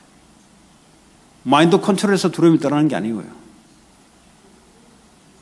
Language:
Korean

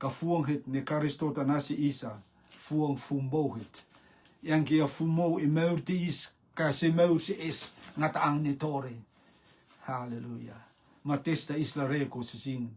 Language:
Rotuman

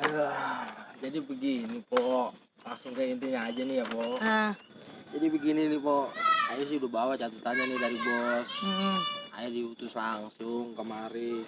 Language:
Betawi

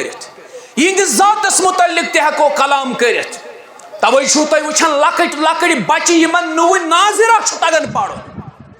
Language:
Kashmiri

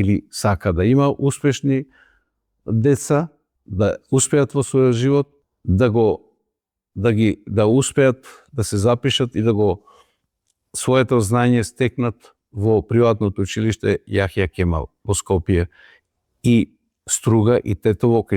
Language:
Macedonian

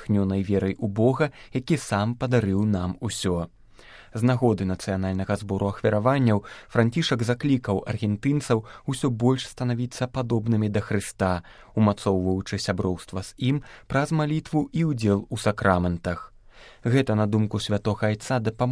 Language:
Belarusian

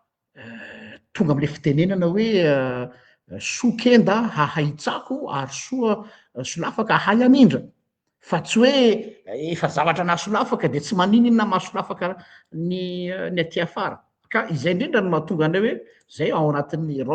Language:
Malagasy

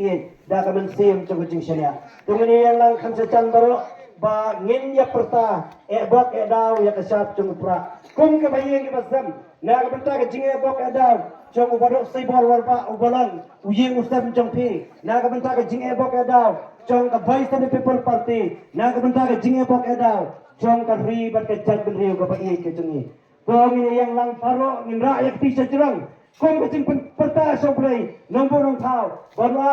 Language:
Khasi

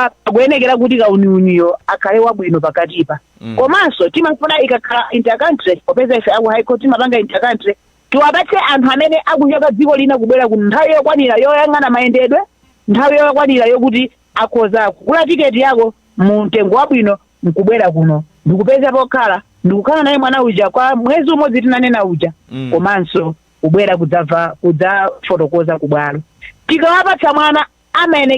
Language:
Nyanja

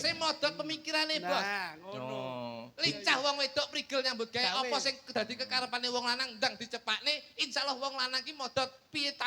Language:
Javanese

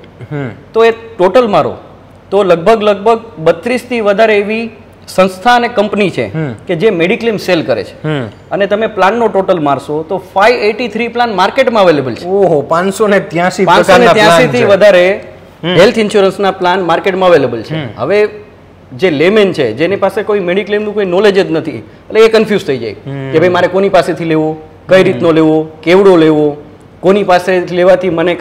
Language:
Gujarati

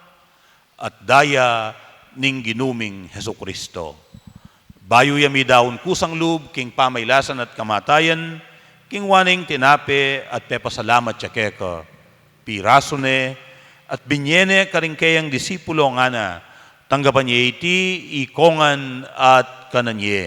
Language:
Pampanga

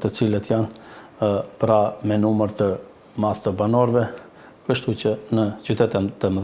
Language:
Albanian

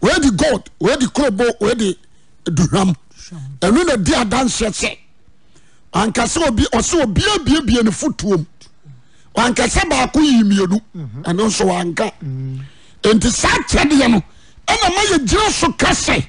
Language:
Akan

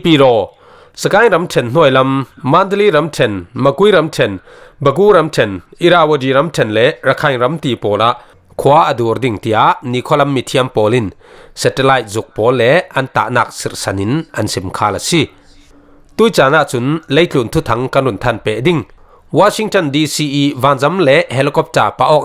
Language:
Falam Chin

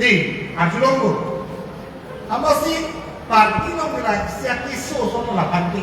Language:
Karbi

